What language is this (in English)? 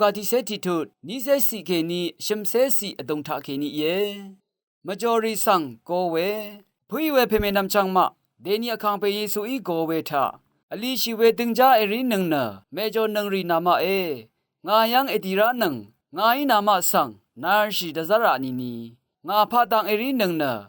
Rawang